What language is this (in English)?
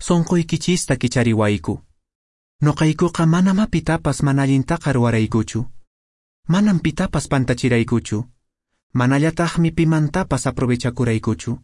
Quechua